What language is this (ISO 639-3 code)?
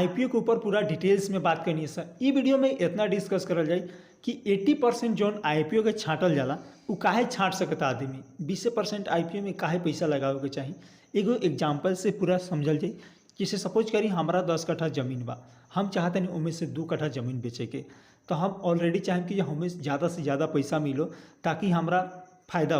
bho